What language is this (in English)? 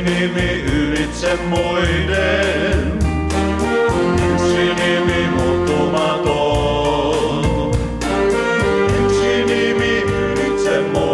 Finnish